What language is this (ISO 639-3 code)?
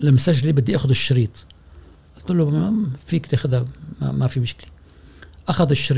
afb